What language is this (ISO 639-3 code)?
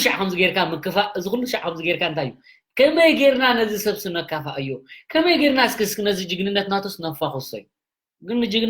tir